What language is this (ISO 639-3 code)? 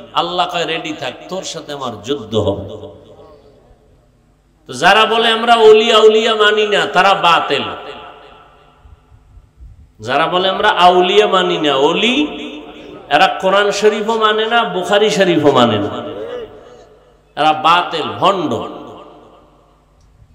ben